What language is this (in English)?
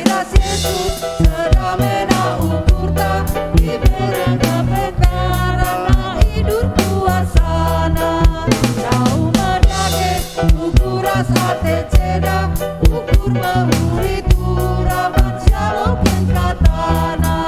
Batak Karo